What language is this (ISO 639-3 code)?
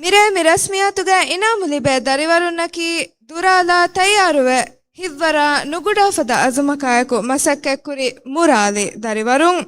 div